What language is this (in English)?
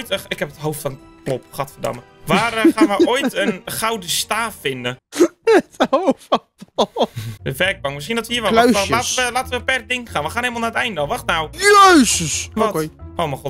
Dutch